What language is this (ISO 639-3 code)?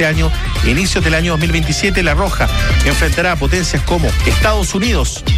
spa